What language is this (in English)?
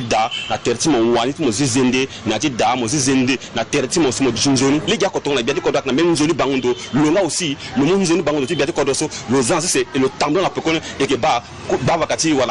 Sango